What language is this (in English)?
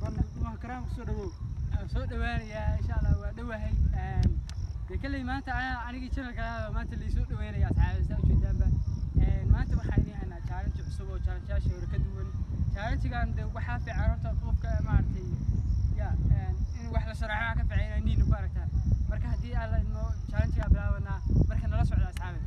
Somali